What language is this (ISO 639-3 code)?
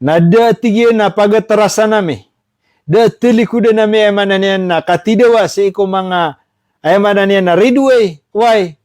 mrw